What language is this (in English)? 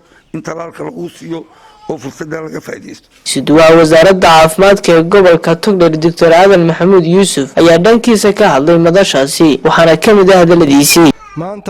Somali